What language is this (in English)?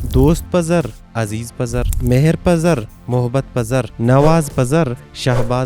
Baluchi